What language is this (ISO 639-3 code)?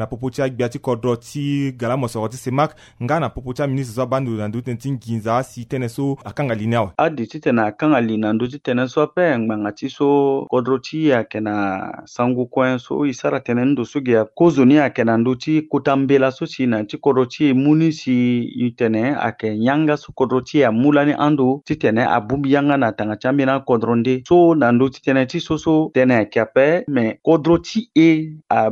sag